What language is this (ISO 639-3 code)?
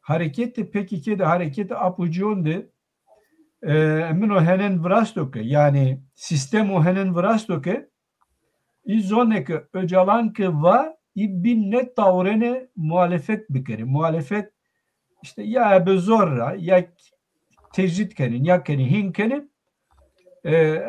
zza